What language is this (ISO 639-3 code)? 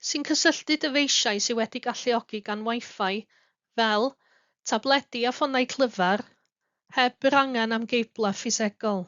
cym